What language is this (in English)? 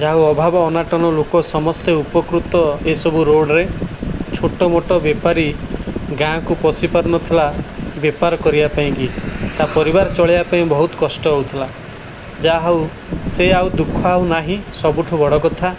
Odia